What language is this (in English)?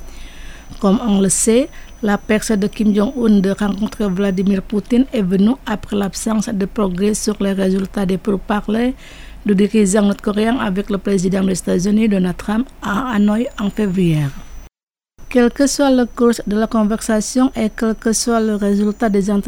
French